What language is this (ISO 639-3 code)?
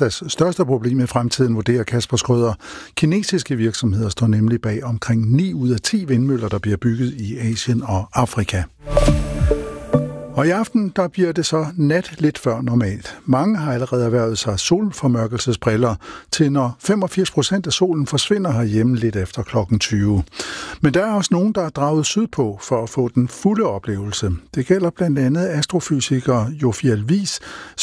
dan